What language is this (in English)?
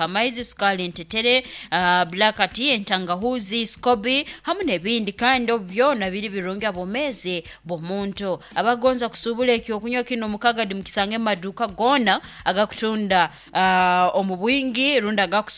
Nyankole